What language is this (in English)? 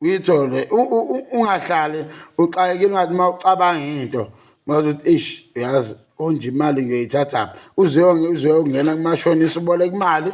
Zulu